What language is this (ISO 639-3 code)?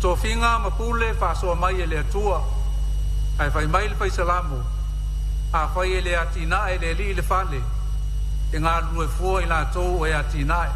smo